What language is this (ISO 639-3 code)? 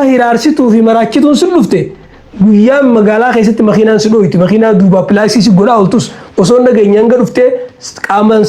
orm